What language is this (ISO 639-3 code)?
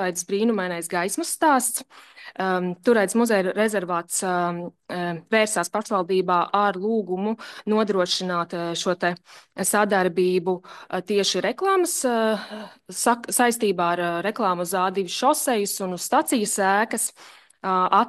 lav